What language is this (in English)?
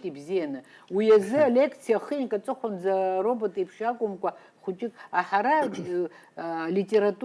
Abkhazian